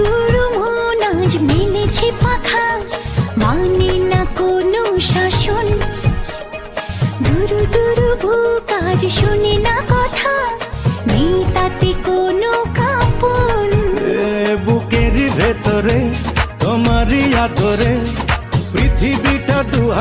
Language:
Bangla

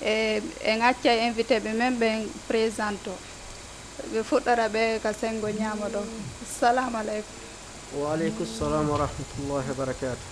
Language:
Fula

